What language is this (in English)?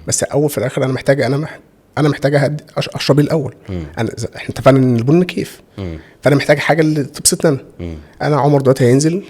Egyptian Arabic